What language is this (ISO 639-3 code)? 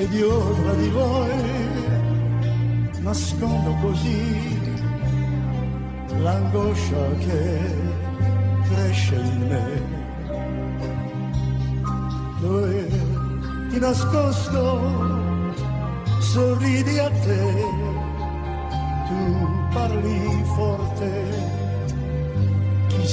ita